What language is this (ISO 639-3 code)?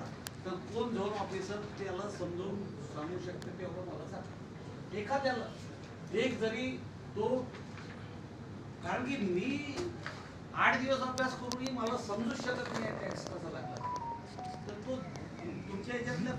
mar